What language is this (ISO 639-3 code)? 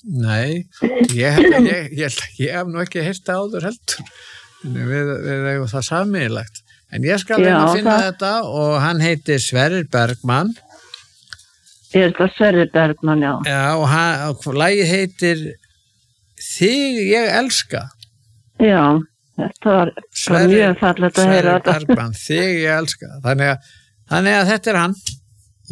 isl